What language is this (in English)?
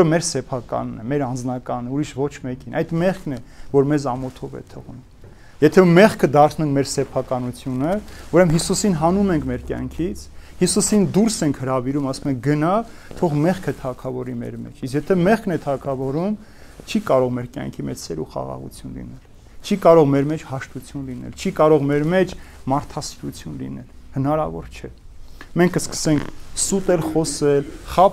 Armenian